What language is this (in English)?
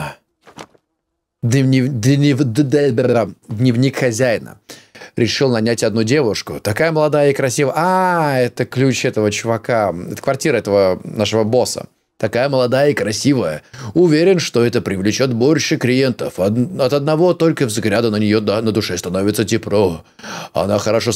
Russian